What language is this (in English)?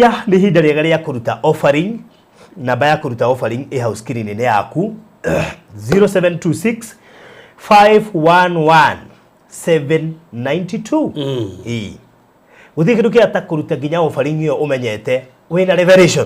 Kikuyu